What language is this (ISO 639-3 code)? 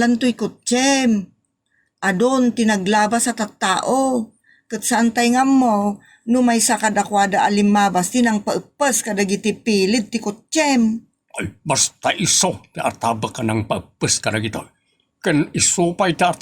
ilo